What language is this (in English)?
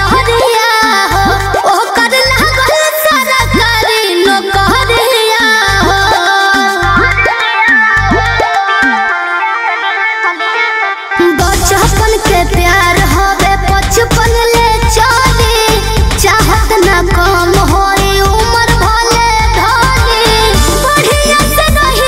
Bhojpuri